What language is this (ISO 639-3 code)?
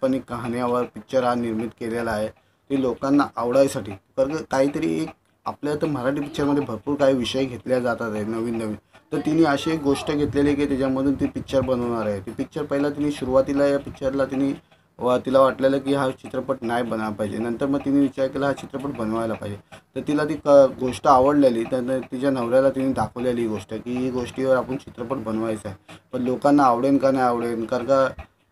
mar